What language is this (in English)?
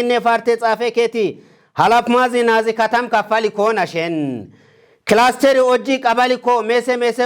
Kafa